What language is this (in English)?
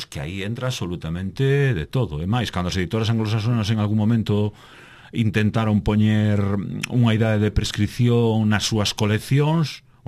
Galician